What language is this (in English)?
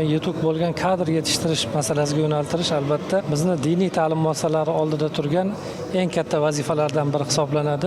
Uzbek